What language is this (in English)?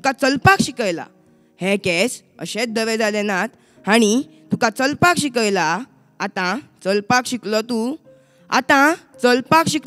Konkani